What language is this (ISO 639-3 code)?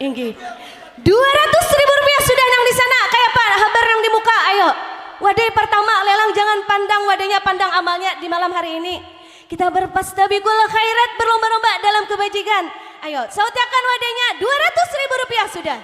bjn